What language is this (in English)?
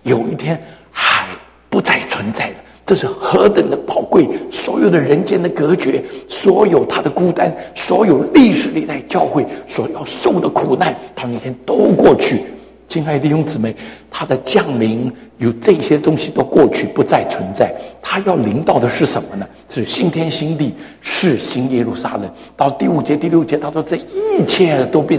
Chinese